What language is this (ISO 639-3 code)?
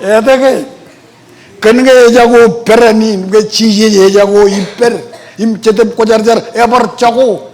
mah